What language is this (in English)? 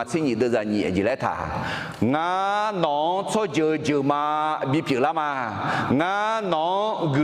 Akha